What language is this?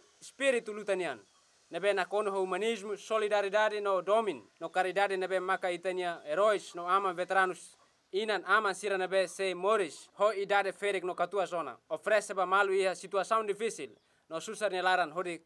Tetum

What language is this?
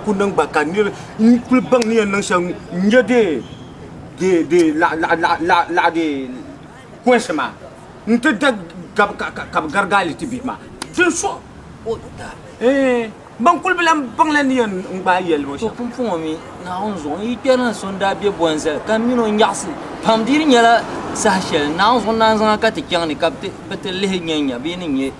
Dagbani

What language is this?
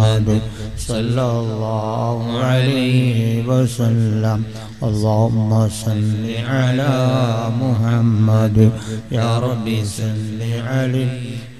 Malayalam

